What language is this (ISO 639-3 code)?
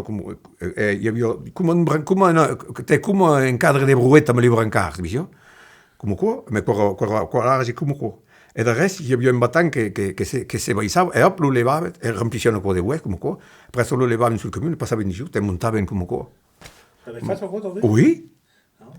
oci